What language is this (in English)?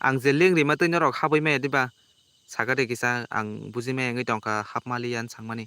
Kok Borok